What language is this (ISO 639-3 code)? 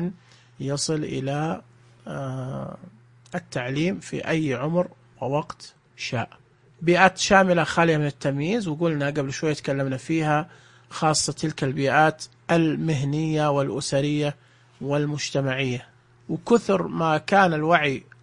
ars